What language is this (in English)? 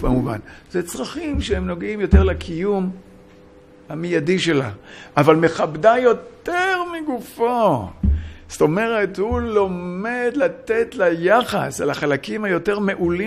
Hebrew